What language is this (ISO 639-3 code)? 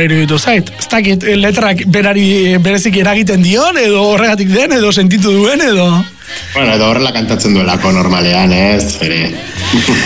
eus